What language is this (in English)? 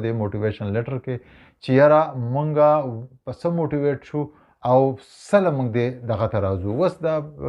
Pashto